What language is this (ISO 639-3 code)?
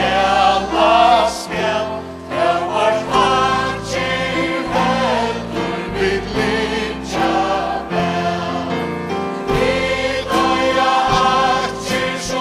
fao